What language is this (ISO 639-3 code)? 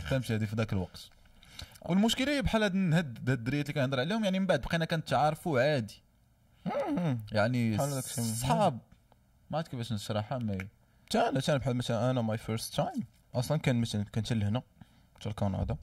ary